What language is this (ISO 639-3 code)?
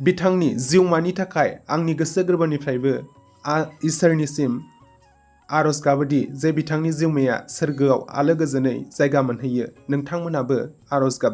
brx